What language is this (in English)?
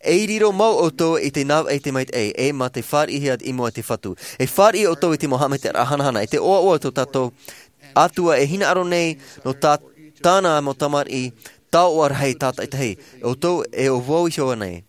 Tahitian